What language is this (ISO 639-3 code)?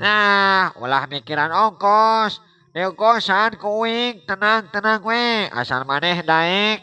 sun